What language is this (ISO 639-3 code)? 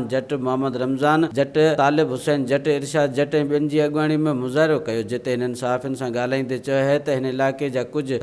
snd